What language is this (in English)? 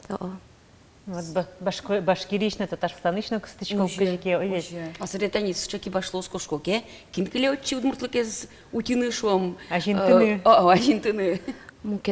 Udmurt